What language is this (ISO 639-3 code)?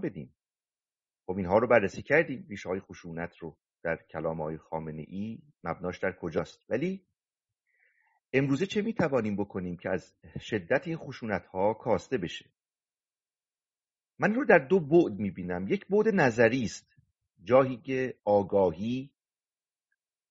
fas